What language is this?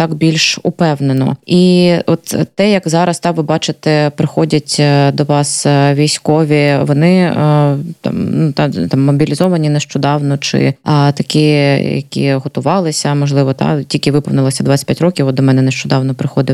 Ukrainian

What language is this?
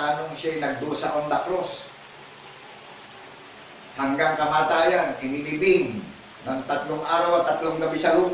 Filipino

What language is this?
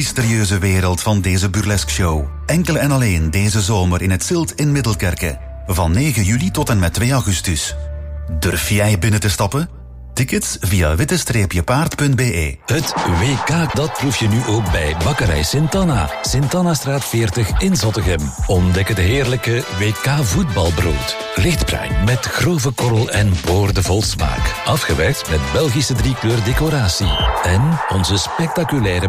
Dutch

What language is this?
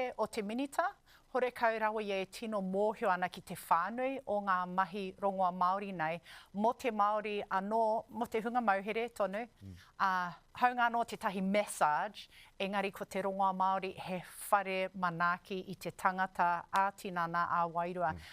Māori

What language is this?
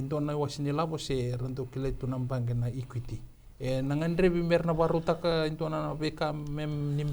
Fijian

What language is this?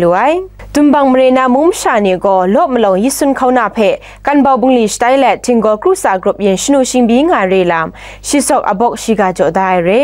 Kachin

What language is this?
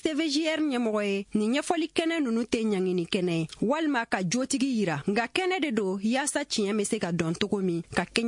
Bambara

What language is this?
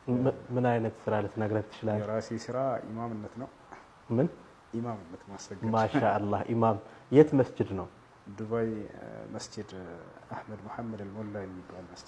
Amharic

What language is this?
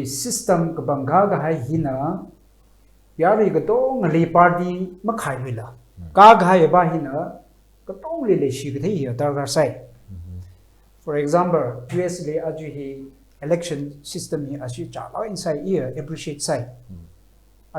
Tangkhul Naga (India)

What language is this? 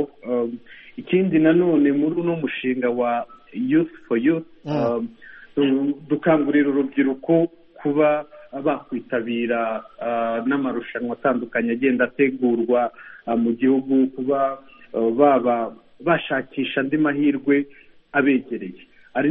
Kinyarwanda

